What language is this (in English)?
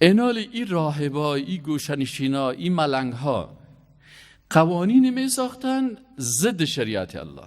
Persian